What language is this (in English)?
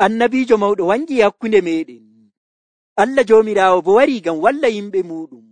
Nigerian Fulfulde